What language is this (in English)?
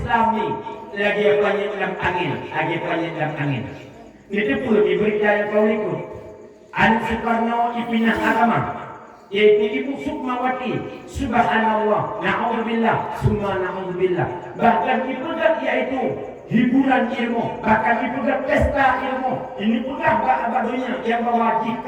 Achinese